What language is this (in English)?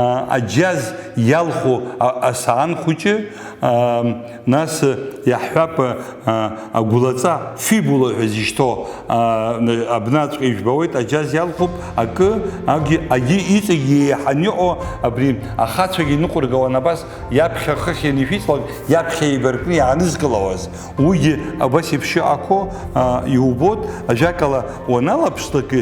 Abkhazian